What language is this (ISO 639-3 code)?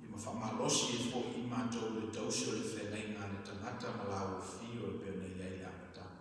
smo